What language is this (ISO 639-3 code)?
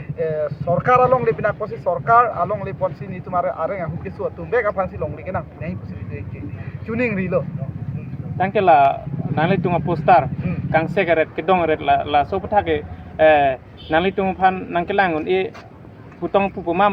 mjw